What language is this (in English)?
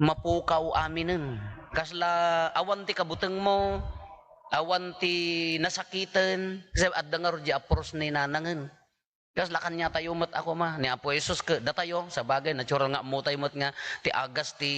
Iloko